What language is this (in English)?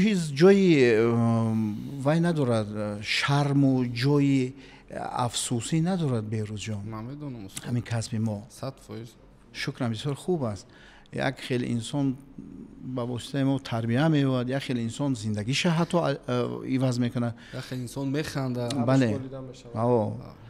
Tajik